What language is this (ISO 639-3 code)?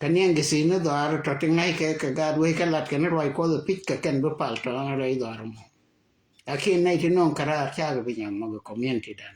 nus